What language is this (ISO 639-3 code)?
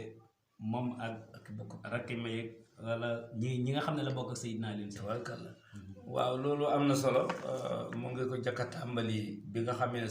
wol